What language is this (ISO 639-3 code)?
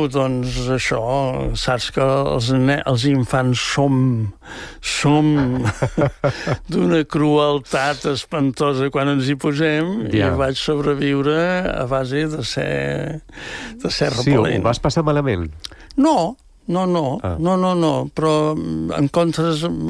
cat